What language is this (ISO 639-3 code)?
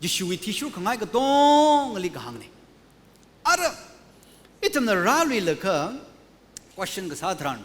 nmf